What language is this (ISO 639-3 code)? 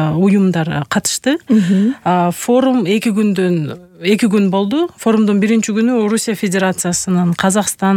kir